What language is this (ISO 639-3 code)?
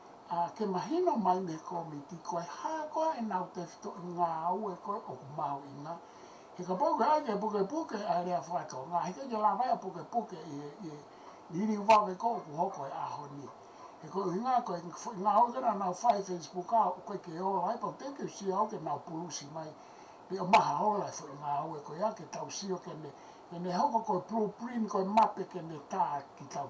ton